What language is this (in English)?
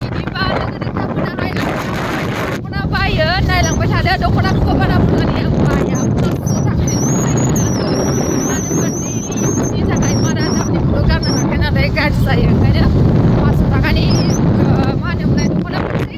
Bodo